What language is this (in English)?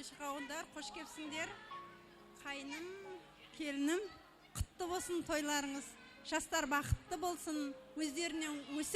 Kara-Kalpak